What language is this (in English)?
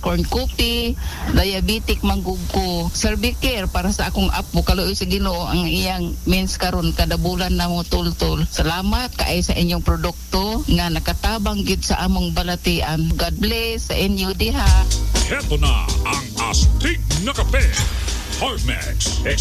Cebuano